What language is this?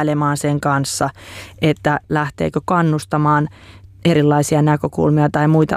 Finnish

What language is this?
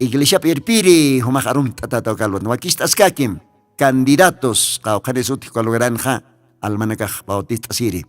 Aymara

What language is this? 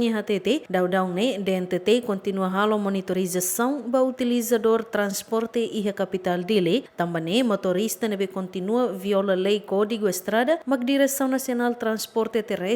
Tetum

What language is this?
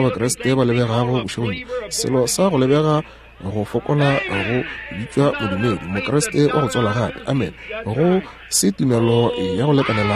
Northern Sotho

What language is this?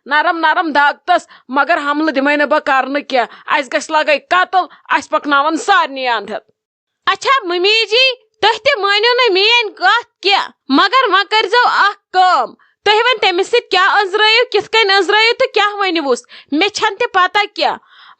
Kashmiri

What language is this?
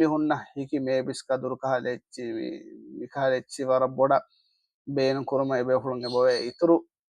Divehi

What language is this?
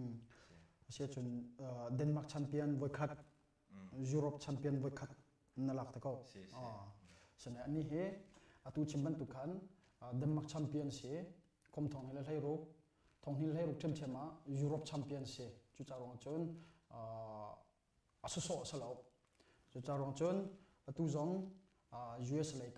Hakha Chin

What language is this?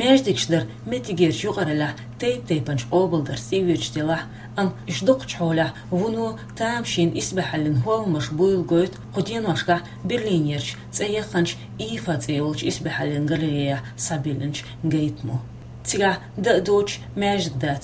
Chechen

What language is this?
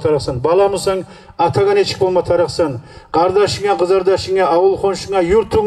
Kumyk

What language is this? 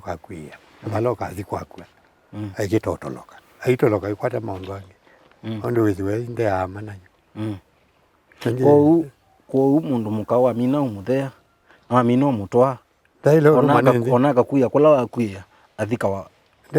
Kamba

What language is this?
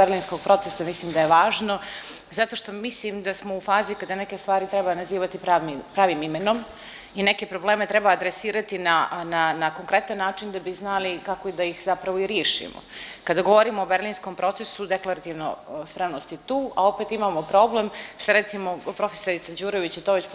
Serbian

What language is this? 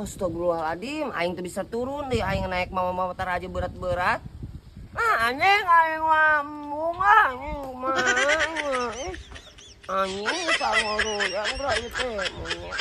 Sundanese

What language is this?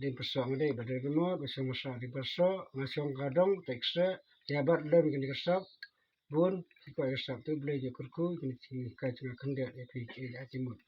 Khasi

